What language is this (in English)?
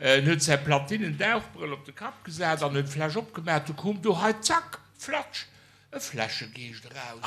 Luxembourgish